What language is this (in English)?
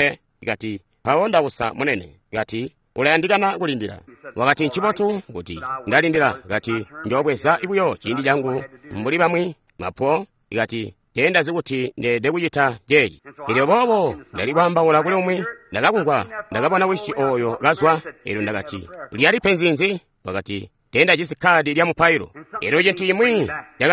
Tonga (Zambia)